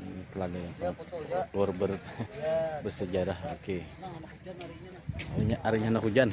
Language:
Banjar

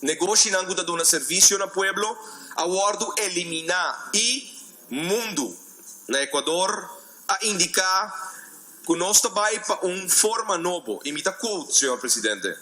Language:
Papiamento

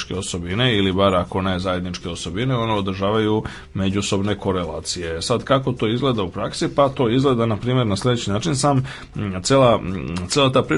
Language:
Serbian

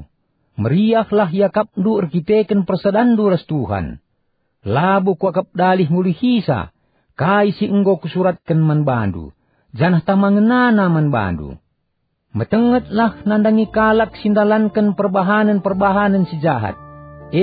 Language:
Batak Karo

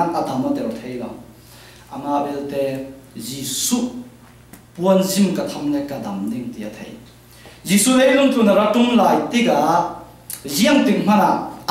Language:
Falam Chin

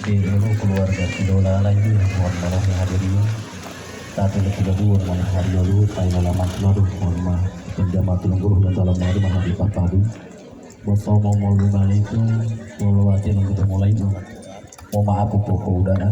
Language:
Gorontalo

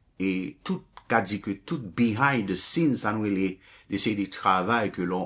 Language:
Haitian Creole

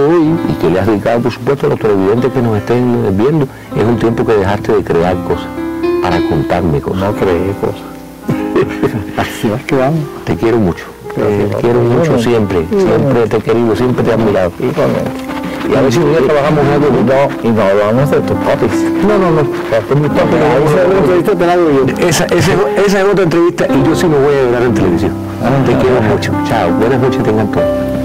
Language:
Spanish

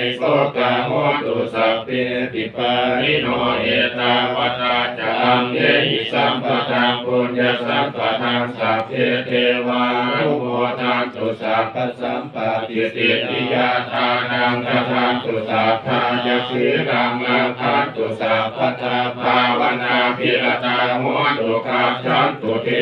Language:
Pali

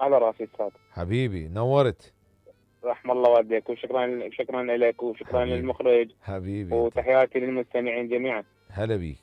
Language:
Mesopotamian Arabic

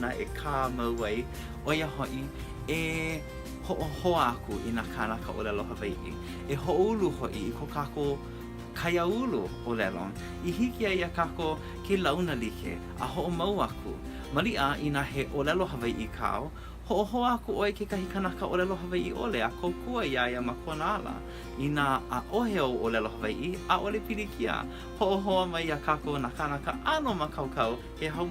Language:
Hawaiian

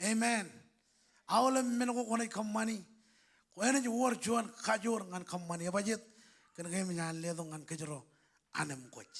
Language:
Marshallese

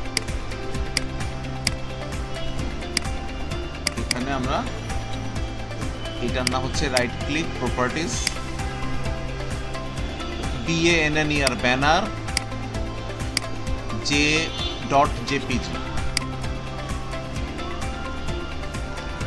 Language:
Bangla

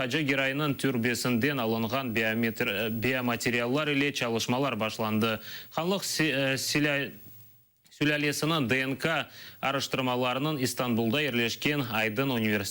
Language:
Crimean Tatar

